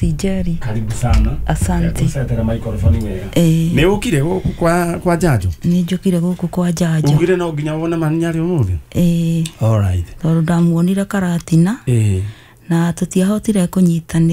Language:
Kikuyu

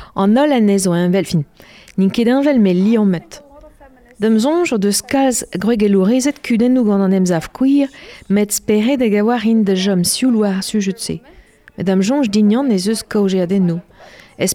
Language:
Breton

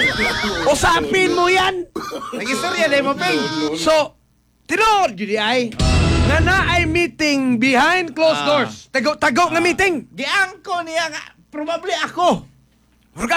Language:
Cebuano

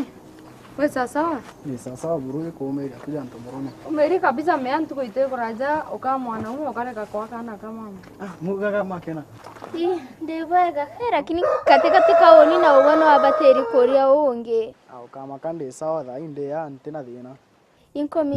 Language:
Meru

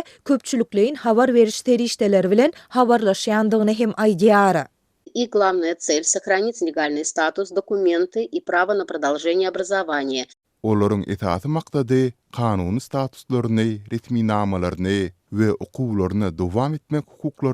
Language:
Turkmen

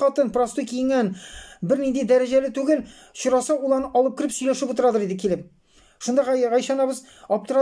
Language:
Tatar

